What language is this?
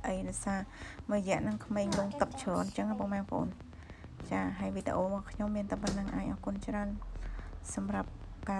Khmer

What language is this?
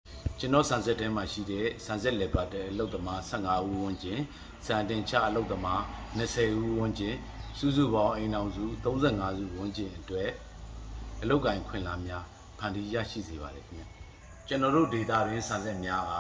Burmese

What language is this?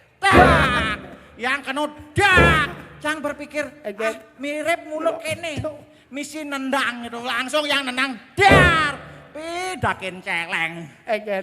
Balinese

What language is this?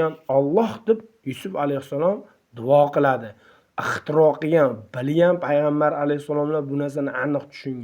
Uzbek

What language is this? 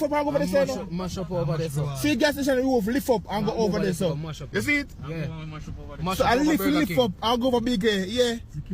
Jamaican Creole English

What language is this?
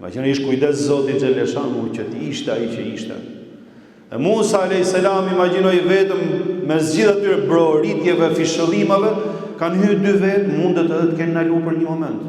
Albanian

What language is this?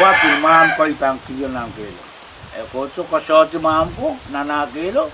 Pohnpeian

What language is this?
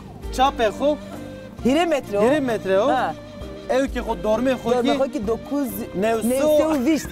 Zaza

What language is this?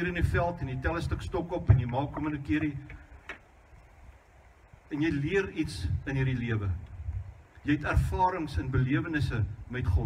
Afrikaans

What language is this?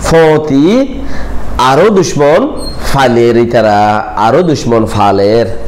Rohingya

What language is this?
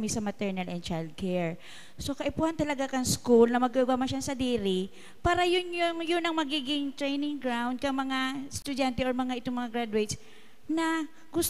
Bikol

